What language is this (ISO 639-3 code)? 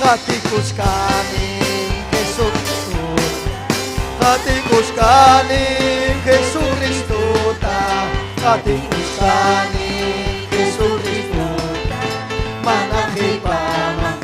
quy